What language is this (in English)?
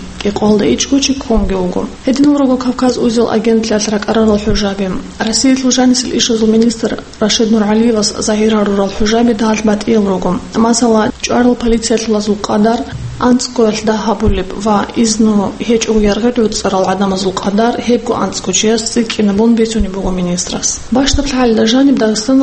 Avaric